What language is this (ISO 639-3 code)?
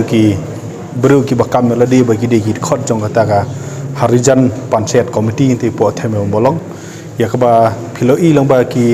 kha